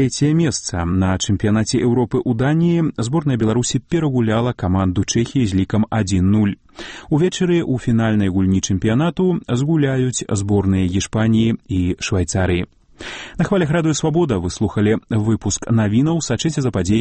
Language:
Belarusian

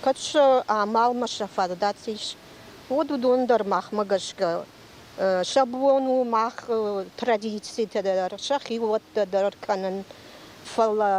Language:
Ossetic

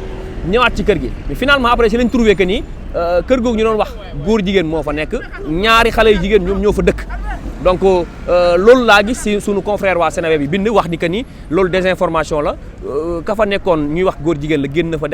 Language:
Wolof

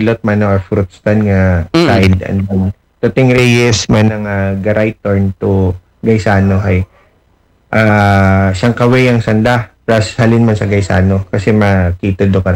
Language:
Aklanon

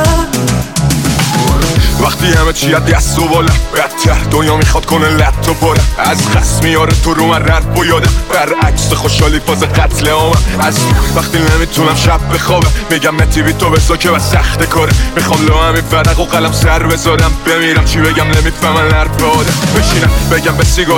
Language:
Persian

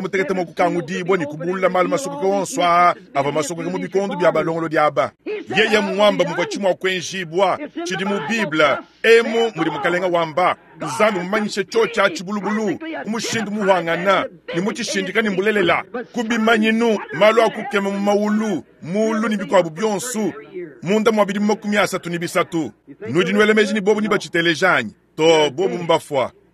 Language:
Luba-Lulua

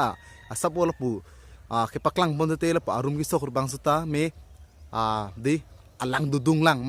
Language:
Karbi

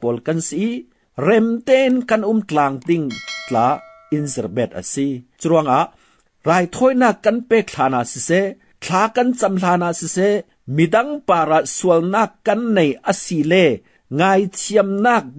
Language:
Falam Chin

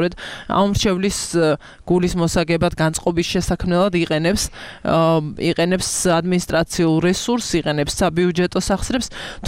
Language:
Georgian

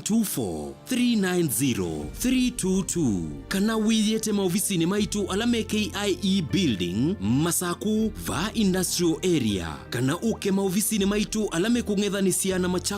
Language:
Kamba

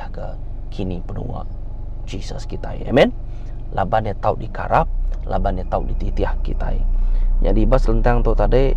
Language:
Iban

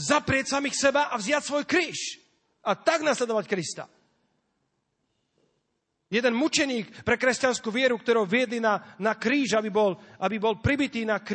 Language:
Slovak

